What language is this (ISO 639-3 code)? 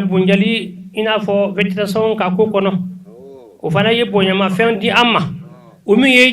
bam